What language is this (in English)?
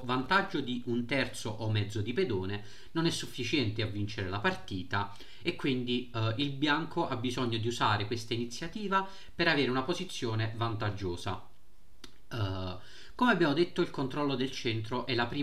Italian